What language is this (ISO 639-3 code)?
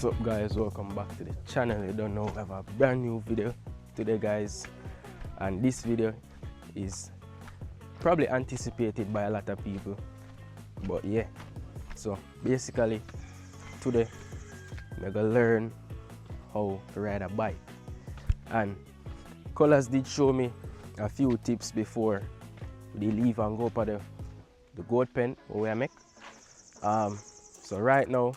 jam